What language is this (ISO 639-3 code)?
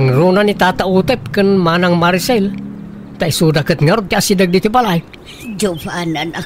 ilo